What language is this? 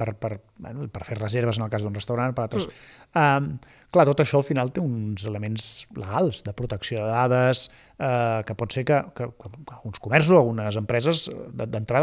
Catalan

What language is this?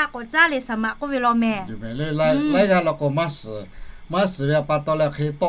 Lahu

